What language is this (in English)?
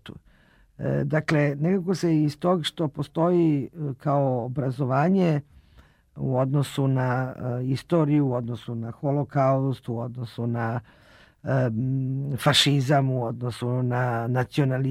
Serbian